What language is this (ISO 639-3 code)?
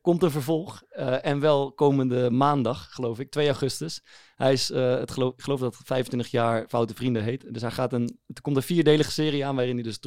nld